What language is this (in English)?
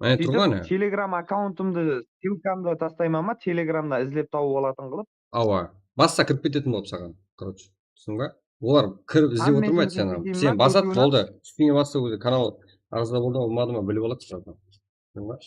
Kara-Kalpak